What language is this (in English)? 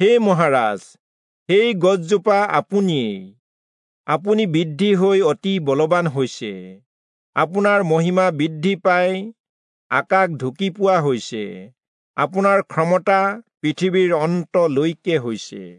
Assamese